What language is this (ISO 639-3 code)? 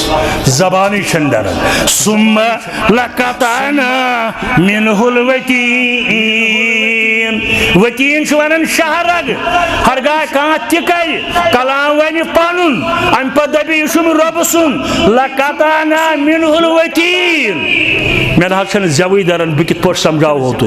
kas